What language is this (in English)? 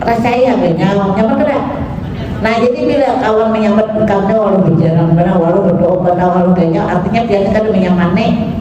Banjar